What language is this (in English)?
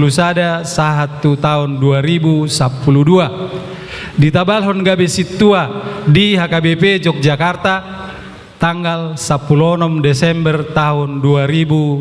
Batak Toba